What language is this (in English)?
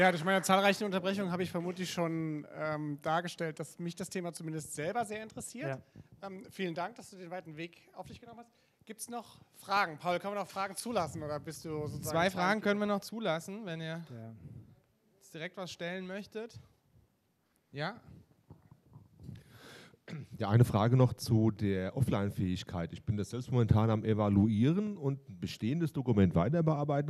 German